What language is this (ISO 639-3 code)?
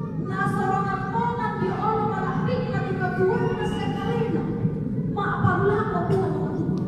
sda